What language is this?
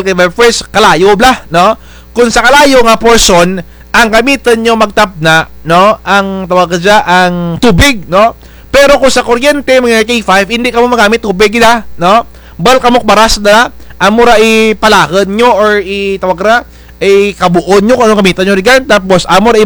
Kinaray-a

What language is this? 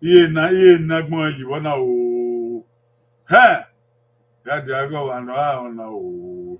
Bini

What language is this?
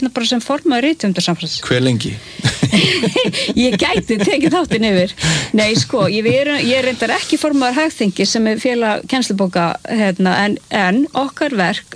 Icelandic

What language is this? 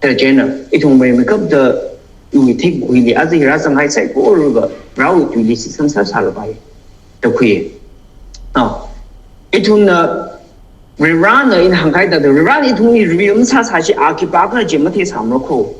Tangkhul Naga (India)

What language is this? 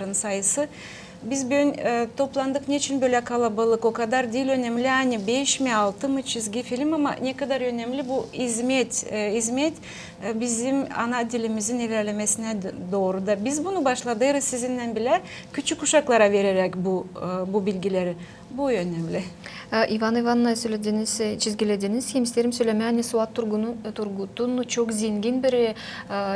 Gagauz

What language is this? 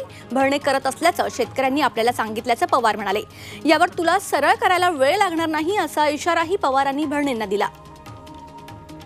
Marathi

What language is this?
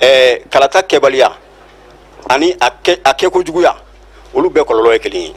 Bambara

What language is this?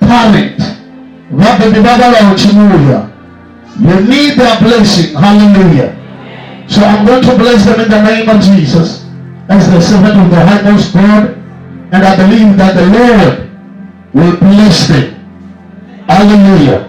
Venda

